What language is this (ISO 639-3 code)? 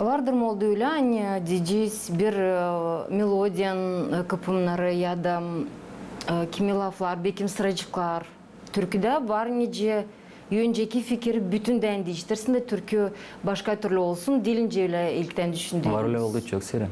gag